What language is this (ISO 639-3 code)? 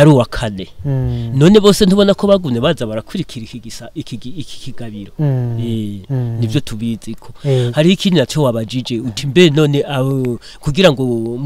run